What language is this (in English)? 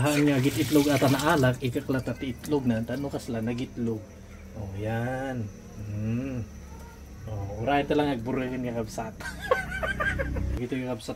Iloko